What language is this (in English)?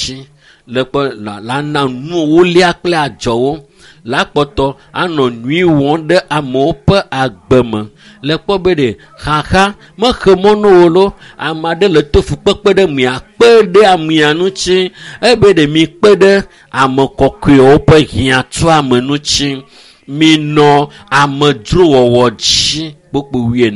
Ewe